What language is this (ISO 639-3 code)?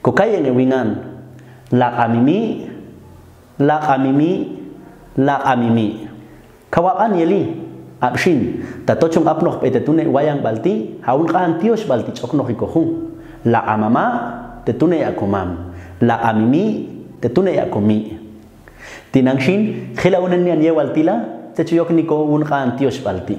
jac